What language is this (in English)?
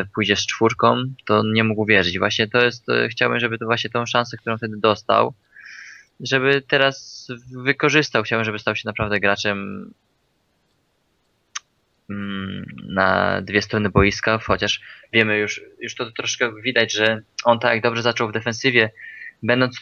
Polish